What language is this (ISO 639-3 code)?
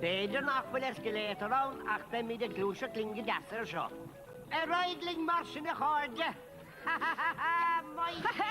gle